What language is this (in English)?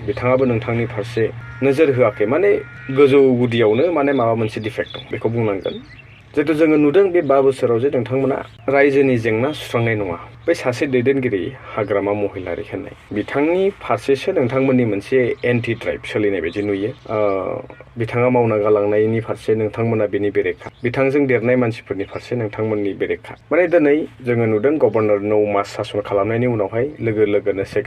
Bodo